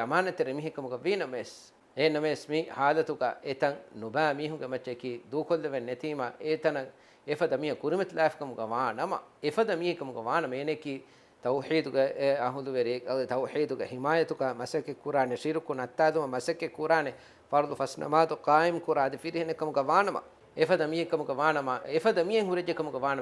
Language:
Divehi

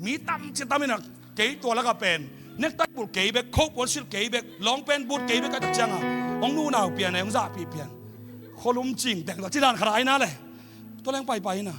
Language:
Tedim Chin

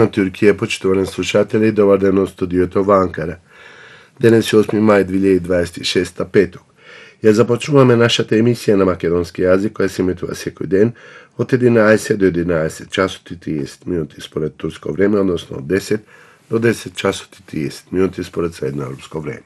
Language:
Macedonian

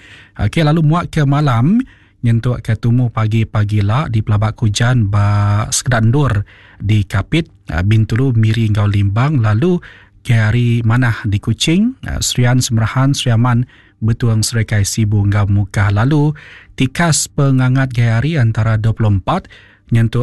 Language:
Iban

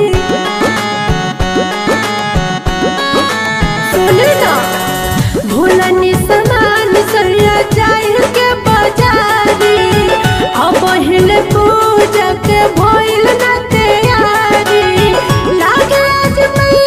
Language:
Bhojpuri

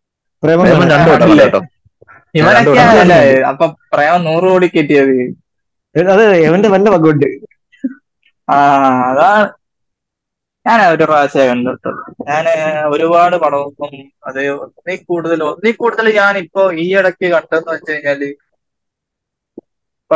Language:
Malayalam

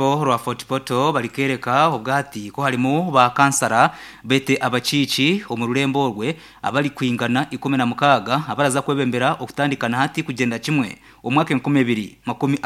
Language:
Nyankole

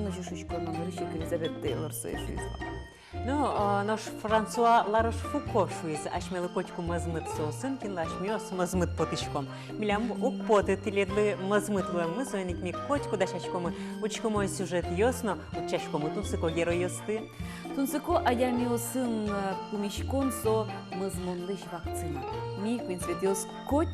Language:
Udmurt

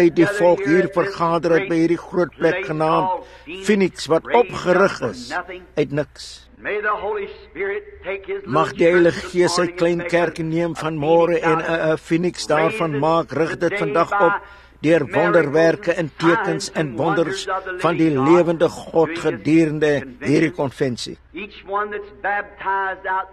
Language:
Afrikaans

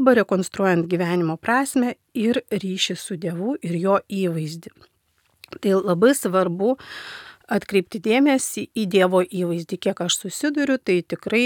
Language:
Lithuanian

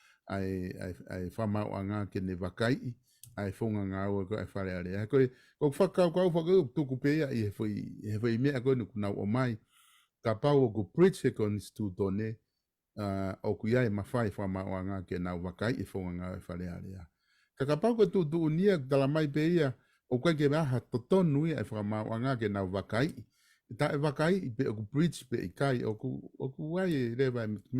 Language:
Tongan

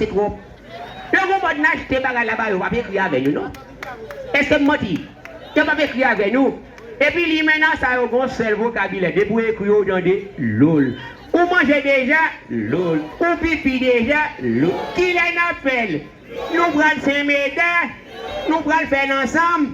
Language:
Haitian Creole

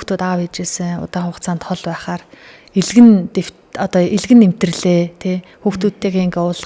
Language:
Mongolian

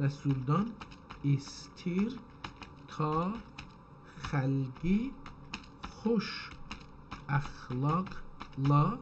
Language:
South Azerbaijani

